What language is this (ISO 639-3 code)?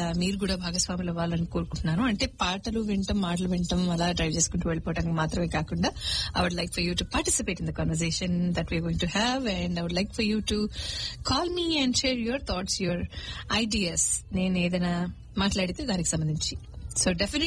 tel